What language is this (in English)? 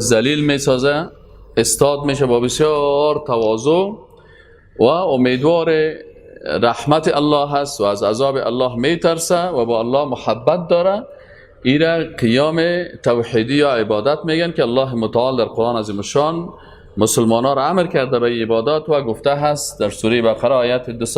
Persian